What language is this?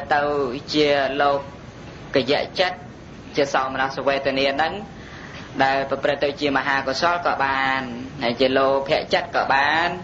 Khmer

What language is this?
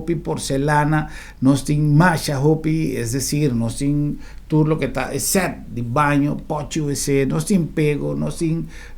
Papiamento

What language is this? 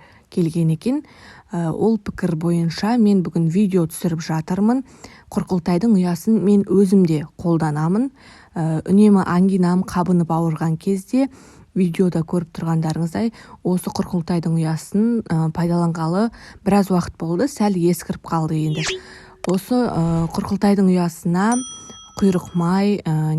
Kazakh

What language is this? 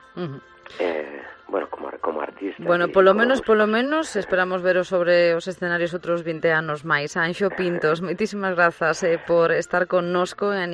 Galician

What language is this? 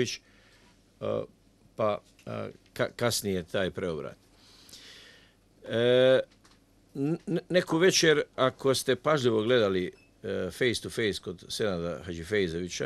Bosnian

